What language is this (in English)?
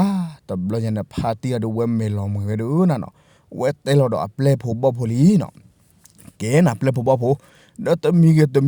S'gaw Karen